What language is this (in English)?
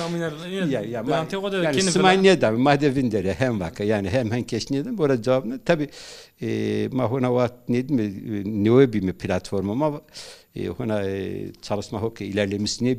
Zaza